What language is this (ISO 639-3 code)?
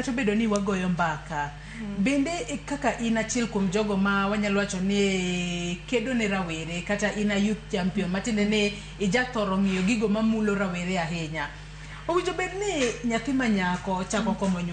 luo